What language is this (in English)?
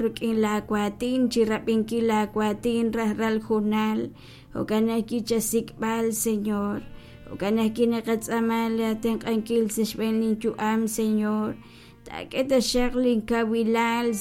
Kekchí